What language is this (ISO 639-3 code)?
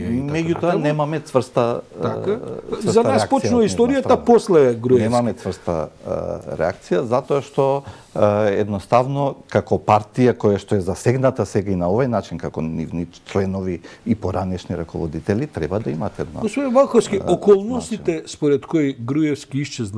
mkd